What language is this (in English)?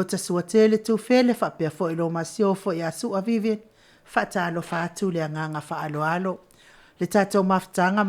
Samoan